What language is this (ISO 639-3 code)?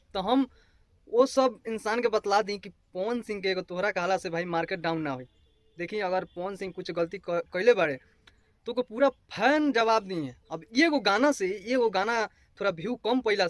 bho